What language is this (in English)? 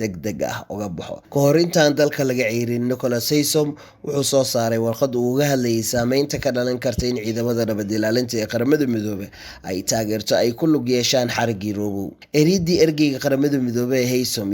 Somali